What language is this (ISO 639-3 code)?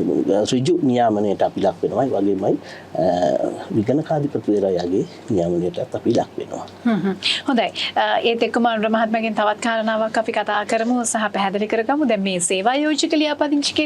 sin